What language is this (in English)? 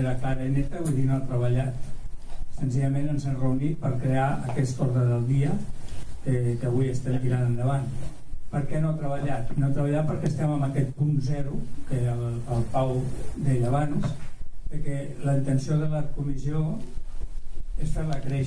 Catalan